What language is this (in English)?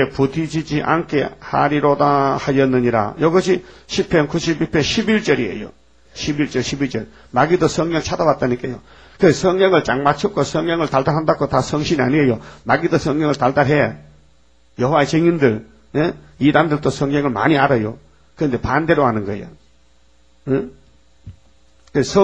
Korean